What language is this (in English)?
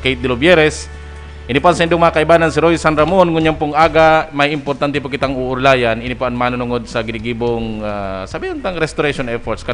Bikol